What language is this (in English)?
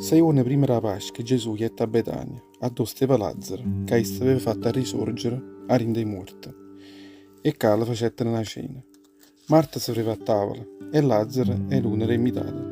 Neapolitan